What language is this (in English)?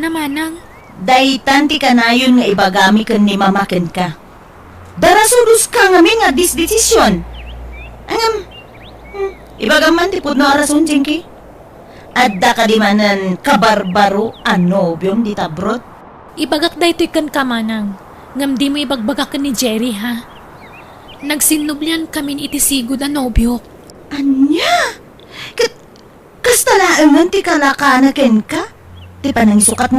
Iloko